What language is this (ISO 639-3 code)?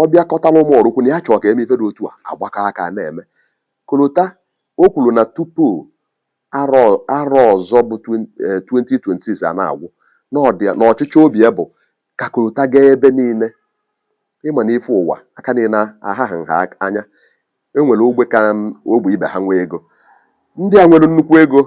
ibo